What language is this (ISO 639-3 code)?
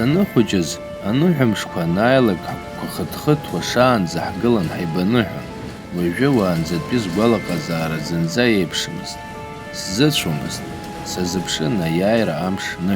abk